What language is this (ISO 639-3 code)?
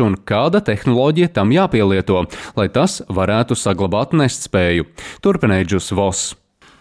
lav